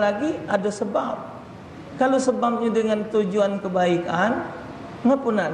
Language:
Musi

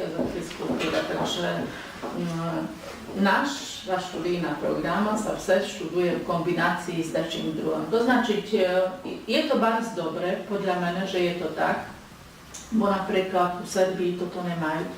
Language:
Rusyn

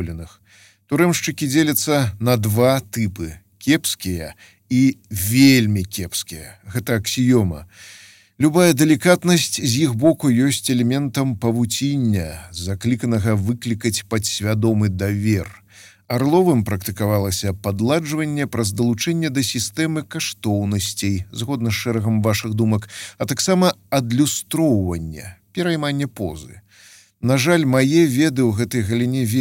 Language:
Belarusian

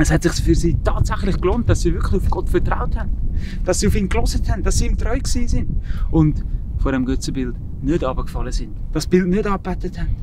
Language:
Swiss German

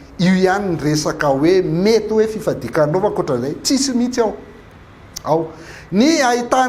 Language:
Malagasy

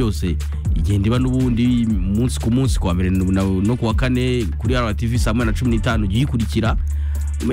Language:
Kinyarwanda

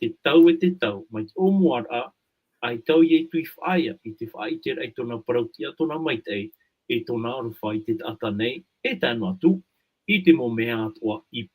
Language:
Tahitian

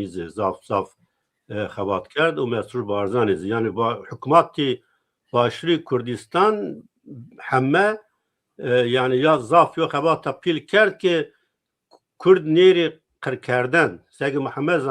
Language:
Zaza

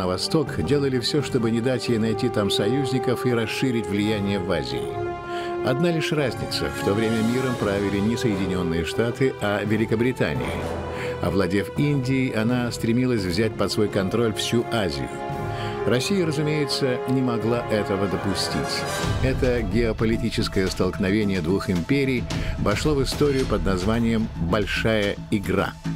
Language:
Russian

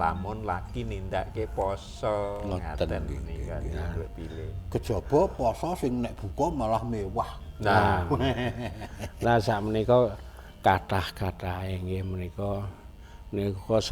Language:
Javanese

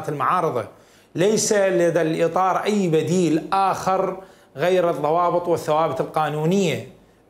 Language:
Mesopotamian Arabic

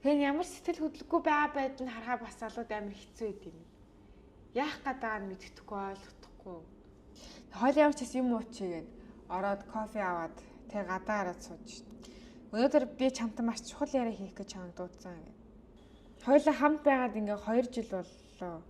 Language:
Mongolian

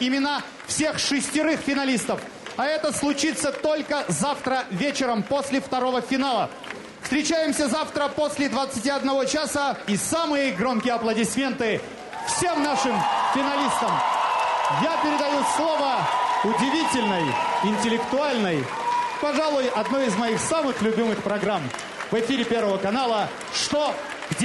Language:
Russian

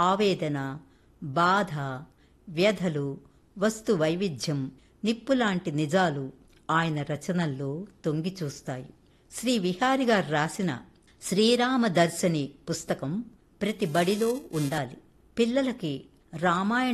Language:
Telugu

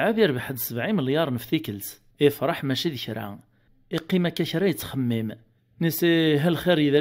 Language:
Kabyle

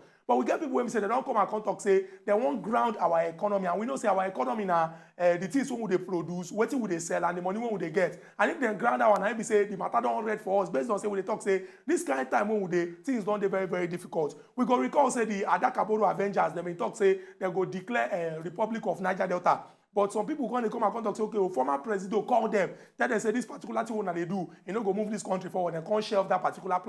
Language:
Nigerian Pidgin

